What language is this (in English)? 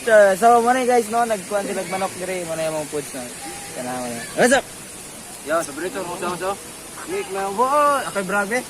Cebuano